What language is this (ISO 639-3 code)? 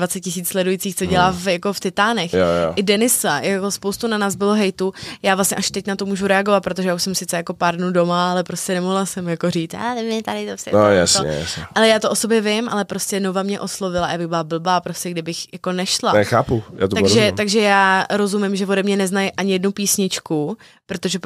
ces